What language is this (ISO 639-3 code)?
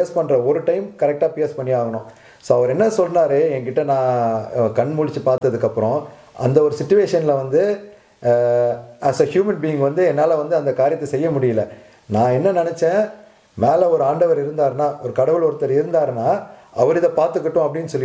tam